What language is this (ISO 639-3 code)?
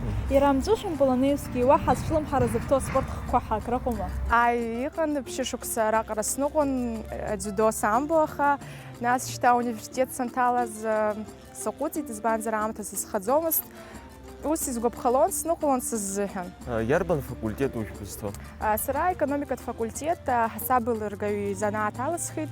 abk